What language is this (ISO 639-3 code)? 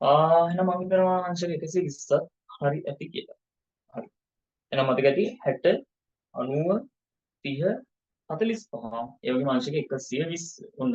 sin